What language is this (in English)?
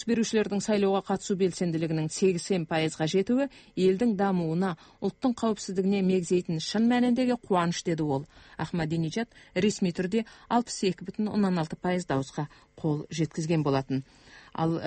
Kazakh